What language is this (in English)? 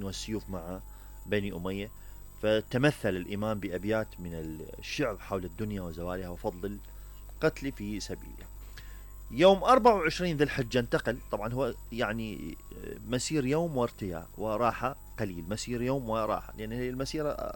Mesopotamian Arabic